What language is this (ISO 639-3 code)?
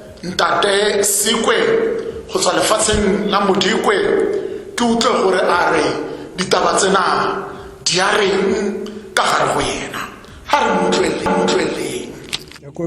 tsn